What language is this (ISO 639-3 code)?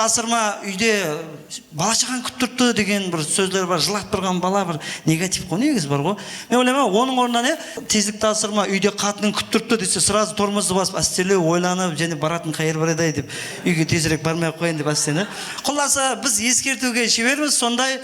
kaa